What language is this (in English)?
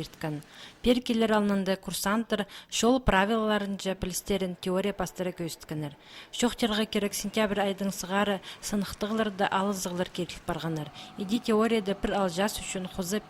Khakas